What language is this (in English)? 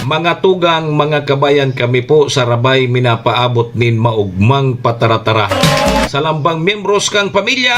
Bikol